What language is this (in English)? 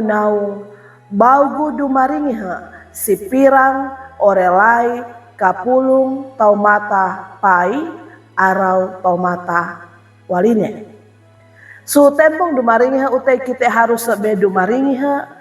Sangir